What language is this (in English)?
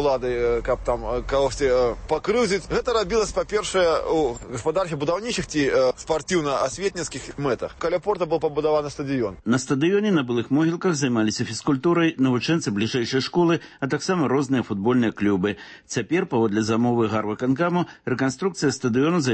Belarusian